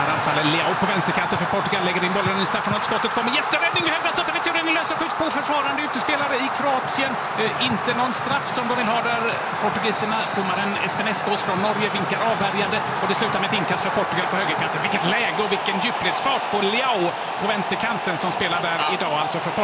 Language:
Swedish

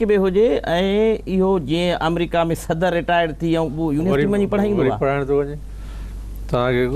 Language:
Sindhi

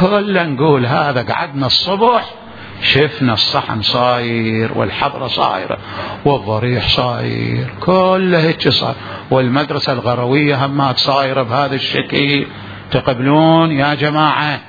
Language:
Mesopotamian Arabic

